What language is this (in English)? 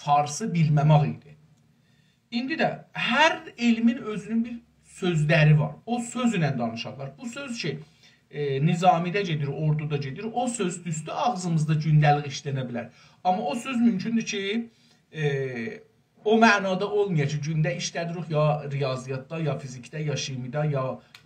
South Azerbaijani